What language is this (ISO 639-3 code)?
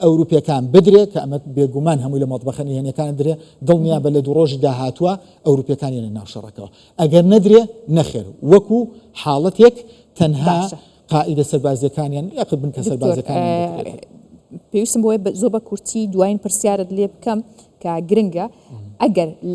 ckb